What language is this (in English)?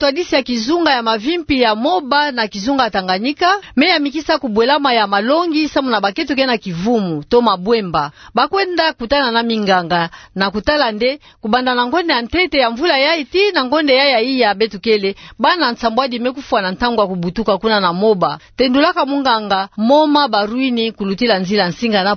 Kituba (Democratic Republic of Congo)